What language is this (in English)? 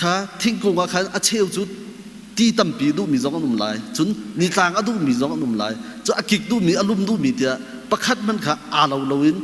Hakha Chin